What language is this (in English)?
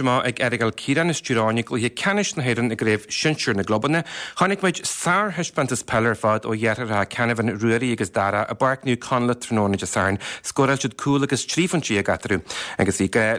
Irish